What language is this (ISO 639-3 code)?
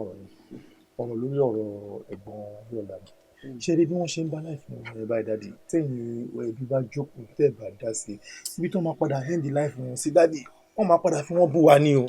yor